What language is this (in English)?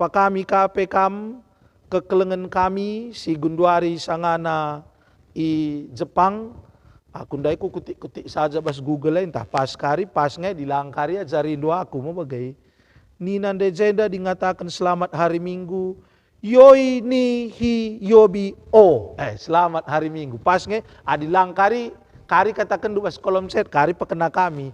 Batak Karo